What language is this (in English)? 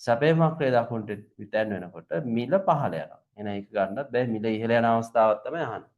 Sinhala